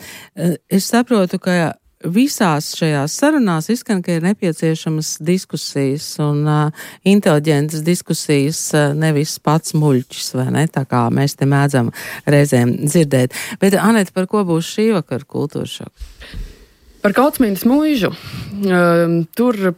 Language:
Latvian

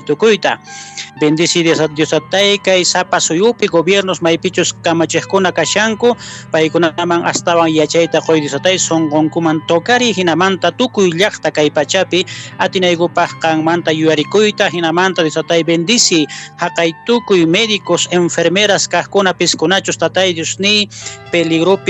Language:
Quechua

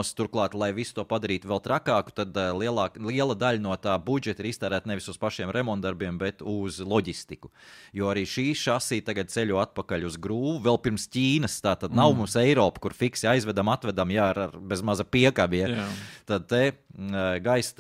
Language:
Latvian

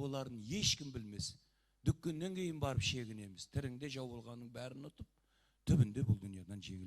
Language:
Kara-Kalpak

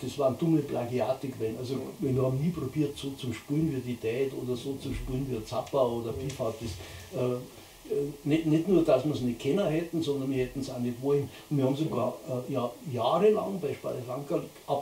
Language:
Bavarian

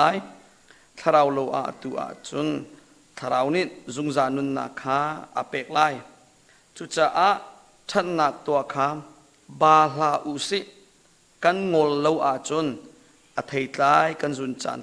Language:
Hakha Chin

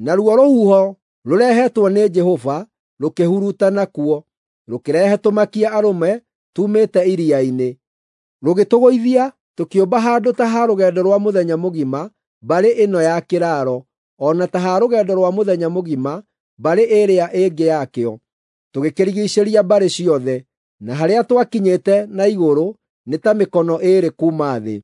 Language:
Kikuyu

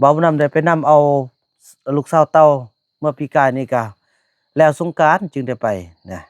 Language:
Northeastern Thai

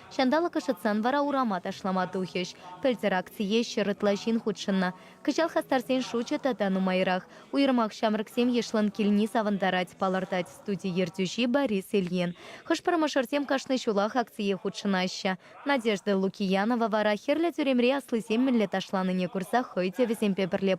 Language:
Chuvash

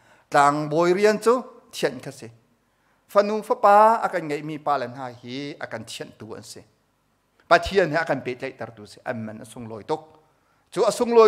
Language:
Hakha Chin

